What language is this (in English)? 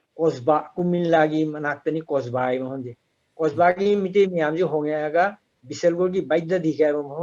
Manipuri